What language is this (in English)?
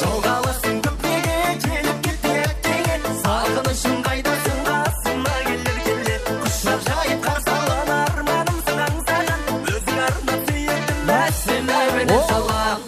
Kara-Kalpak